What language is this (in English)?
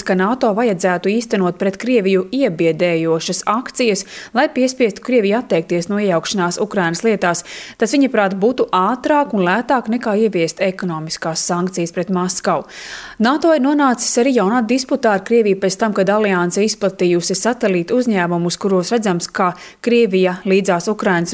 Latvian